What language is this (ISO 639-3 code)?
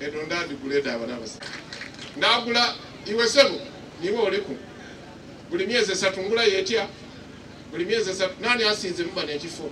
xog